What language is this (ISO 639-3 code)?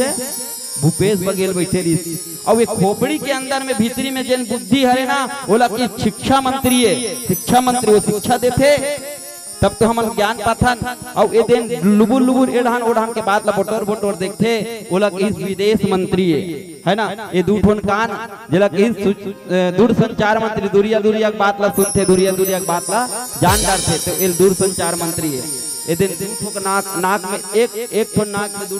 hne